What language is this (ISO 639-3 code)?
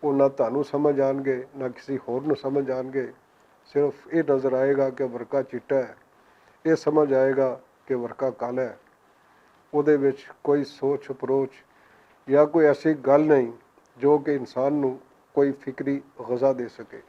lah